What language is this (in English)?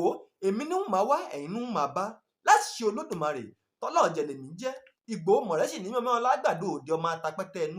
Yoruba